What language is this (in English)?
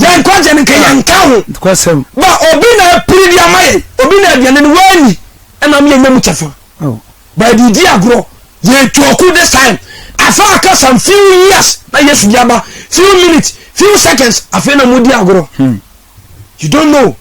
Akan